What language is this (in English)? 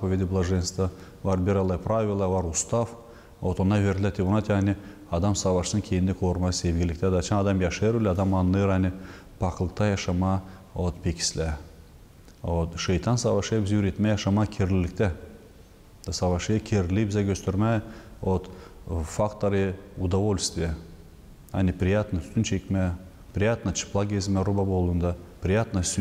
Gagauz